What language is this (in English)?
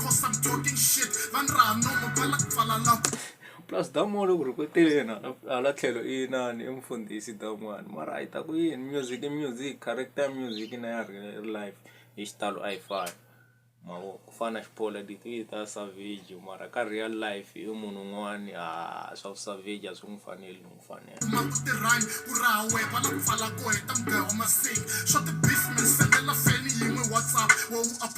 Tsonga